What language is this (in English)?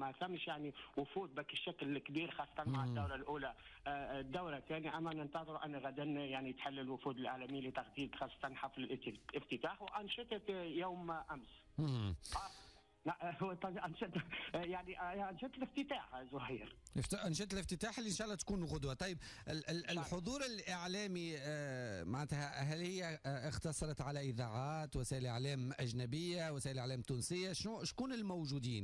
Tunisian Arabic